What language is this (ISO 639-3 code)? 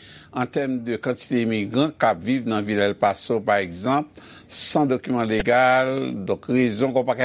hat